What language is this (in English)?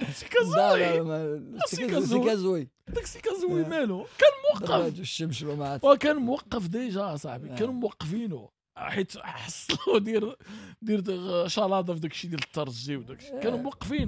Moroccan Arabic